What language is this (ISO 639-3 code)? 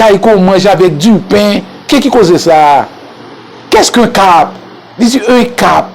hat